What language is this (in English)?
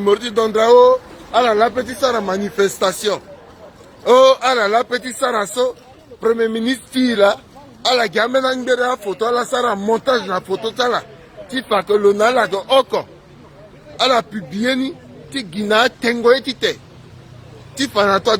Sango